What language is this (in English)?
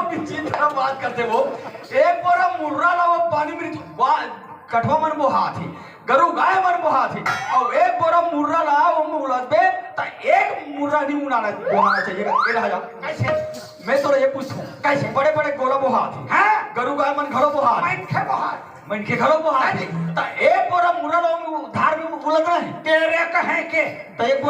Chhattisgarhi